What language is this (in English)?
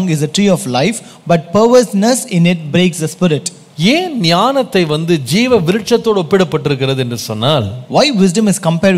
Tamil